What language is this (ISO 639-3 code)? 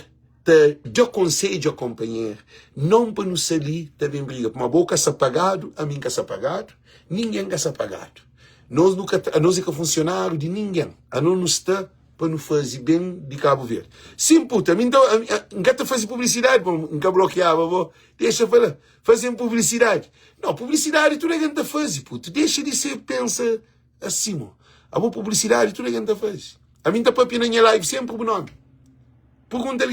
kea